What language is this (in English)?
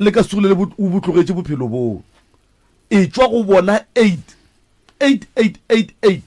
Northern Sotho